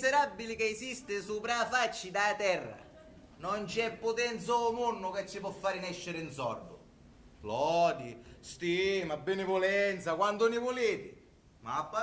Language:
Sicilian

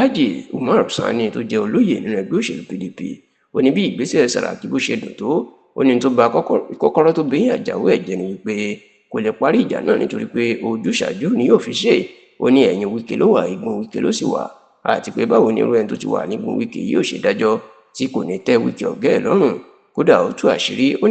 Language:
Yoruba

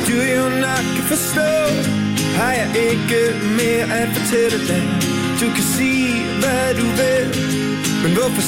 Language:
Danish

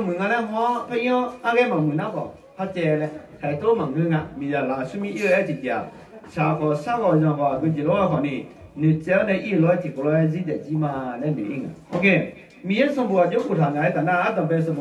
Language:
Akha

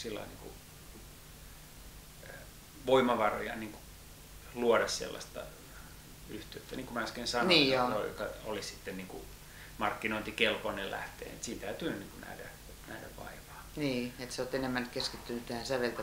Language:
Finnish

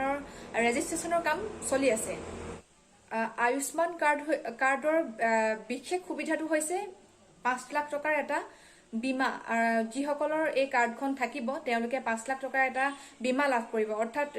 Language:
Assamese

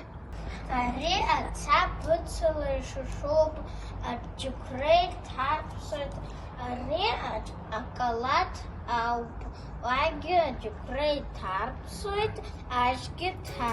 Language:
Abkhazian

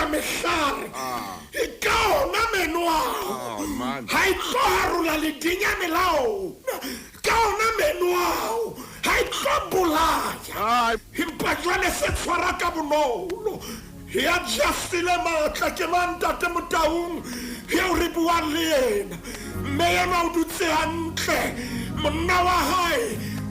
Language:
Southern Sotho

